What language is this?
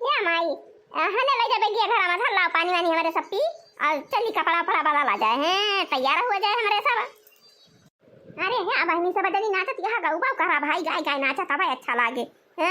Awadhi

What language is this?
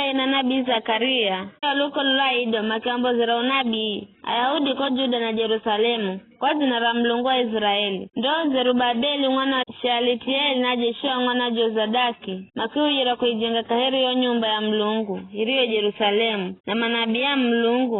Giryama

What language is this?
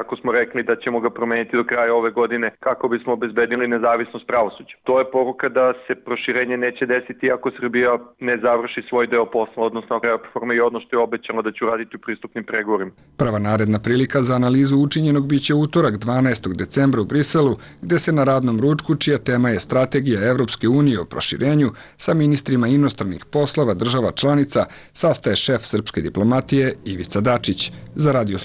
Serbian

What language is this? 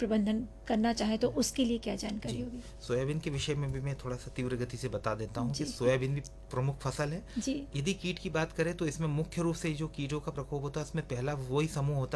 Hindi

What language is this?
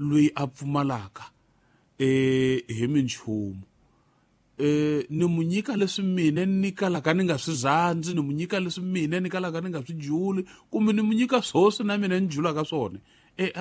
Tsonga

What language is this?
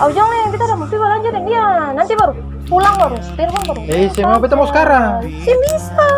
Ambonese Malay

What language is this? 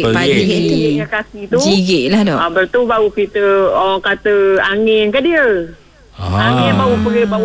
Malay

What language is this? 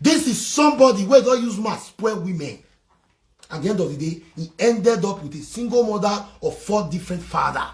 Nigerian Pidgin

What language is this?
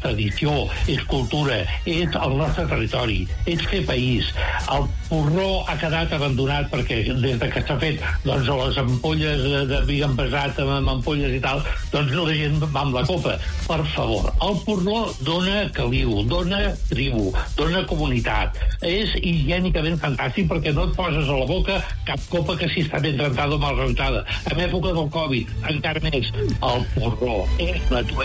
Catalan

